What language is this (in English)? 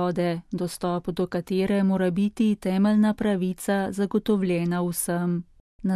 Slovenian